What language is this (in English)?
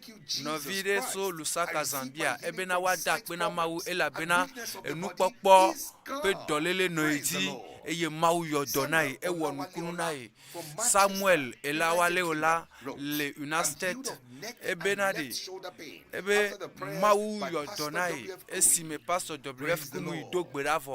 Ewe